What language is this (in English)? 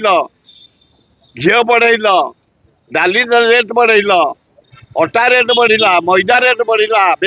Odia